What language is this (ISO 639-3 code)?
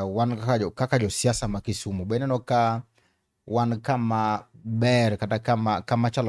luo